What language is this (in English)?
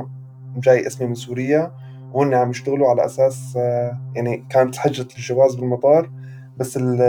North Levantine Arabic